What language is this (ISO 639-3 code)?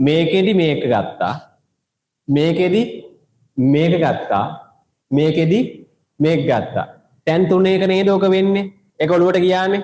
sin